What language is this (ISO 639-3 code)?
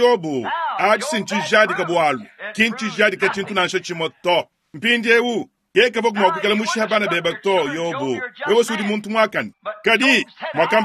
lua